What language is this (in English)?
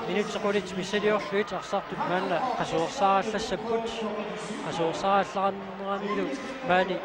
Kalaallisut